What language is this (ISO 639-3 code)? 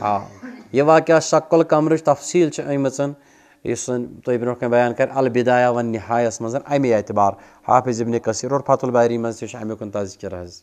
kas